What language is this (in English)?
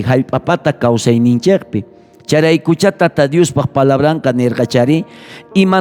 South Bolivian Quechua